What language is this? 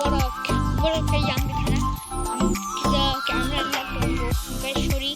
Kok Borok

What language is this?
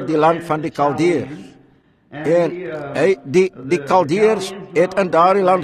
Afrikaans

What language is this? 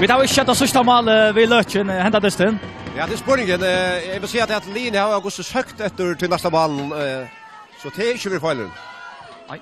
Faroese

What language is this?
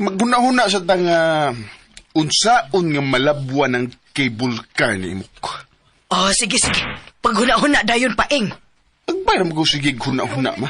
Cebuano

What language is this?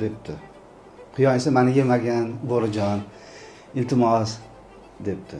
Uzbek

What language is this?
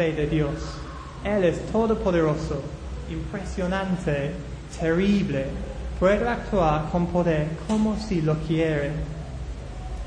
Spanish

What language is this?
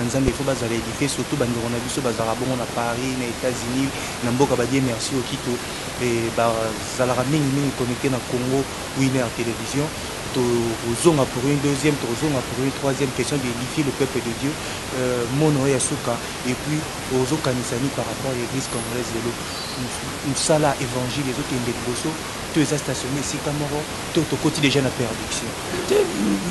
Lingala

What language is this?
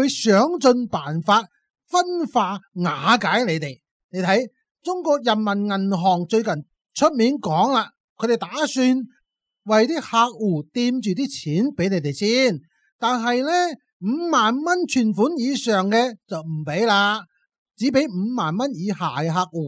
Cantonese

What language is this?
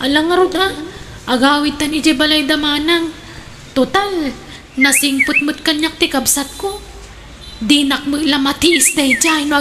Iloko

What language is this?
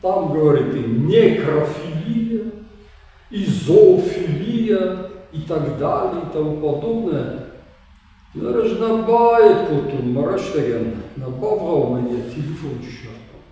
Ossetic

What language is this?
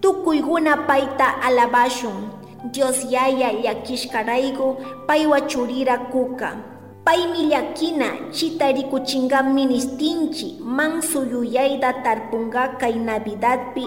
Chimborazo Highland Quichua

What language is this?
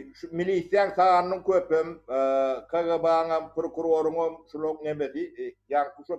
Turkmen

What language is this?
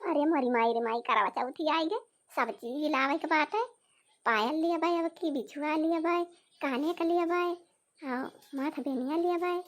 Awadhi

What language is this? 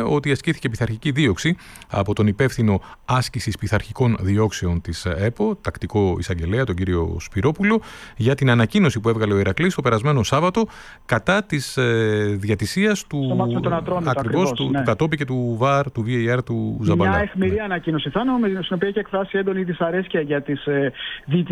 Greek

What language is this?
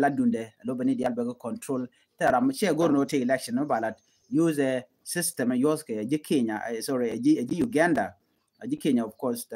Nuer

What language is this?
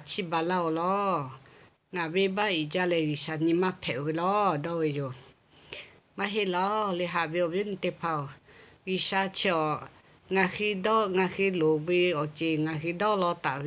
Lahu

